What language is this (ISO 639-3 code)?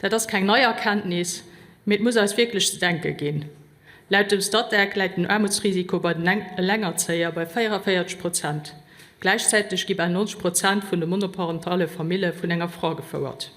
ltz